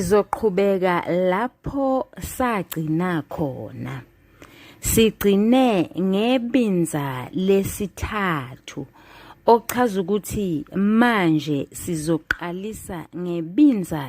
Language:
Zulu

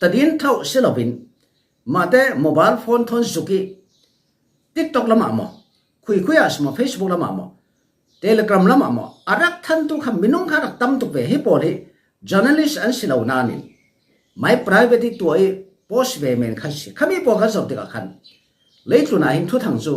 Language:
Falam Chin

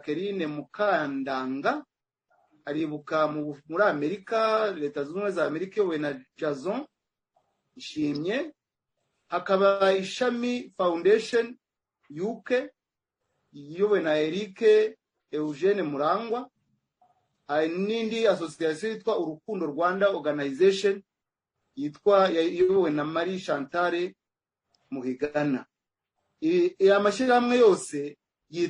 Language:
Kinyarwanda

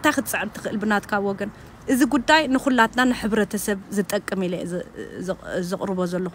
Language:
Tigrinya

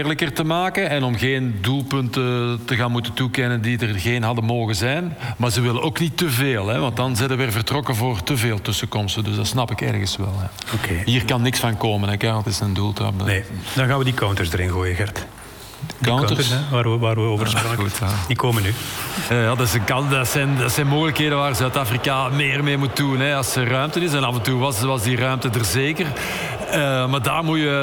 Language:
Dutch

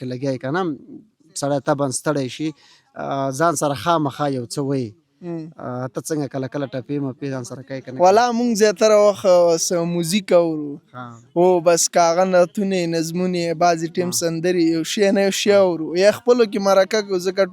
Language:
Pashto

